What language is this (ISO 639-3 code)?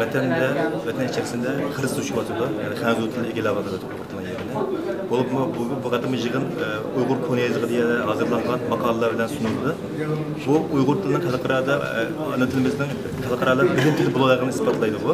uig